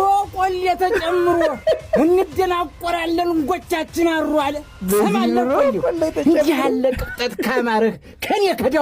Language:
Amharic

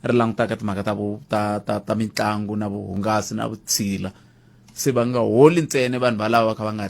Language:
Tsonga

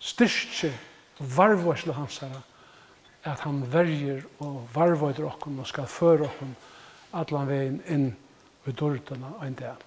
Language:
Faroese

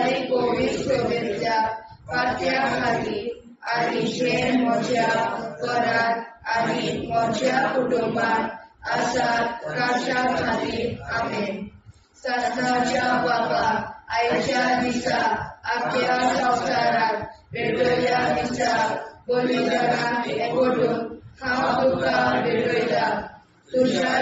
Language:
Konkani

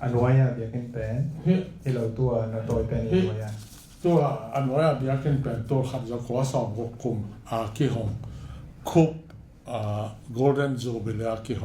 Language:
Tedim Chin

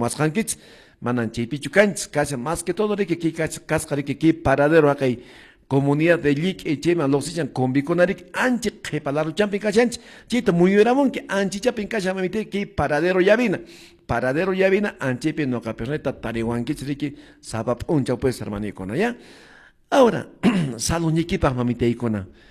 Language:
Quechua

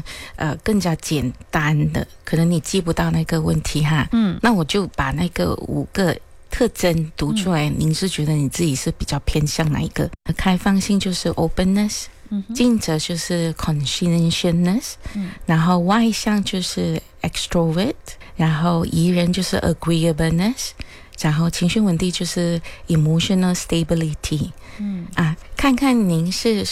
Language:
Chinese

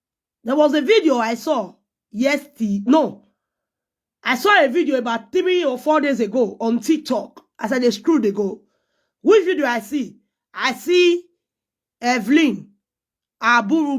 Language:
Nigerian Pidgin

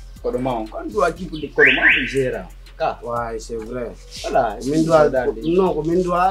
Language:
Pular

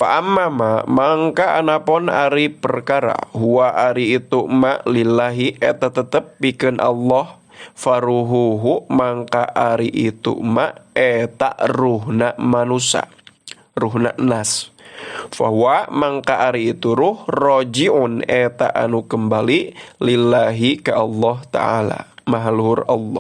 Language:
Sundanese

